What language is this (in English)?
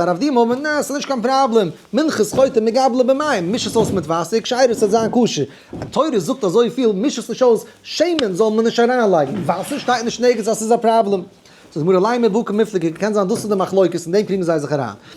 Yiddish